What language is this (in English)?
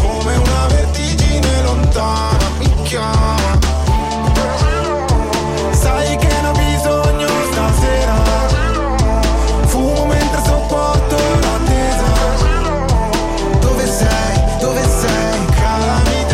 Italian